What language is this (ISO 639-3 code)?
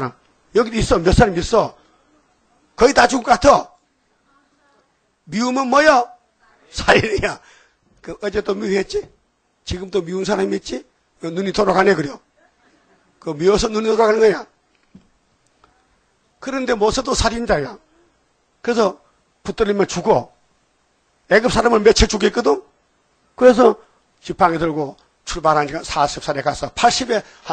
kor